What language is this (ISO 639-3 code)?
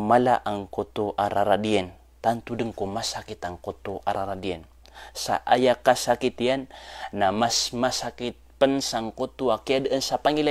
mrw